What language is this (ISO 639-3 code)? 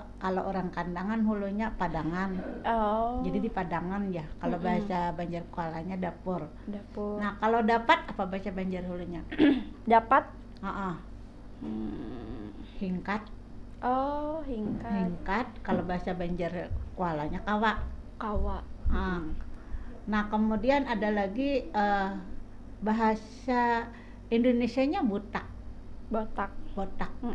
bjn